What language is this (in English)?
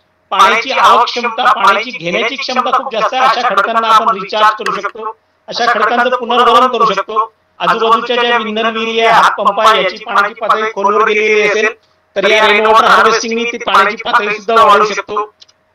Marathi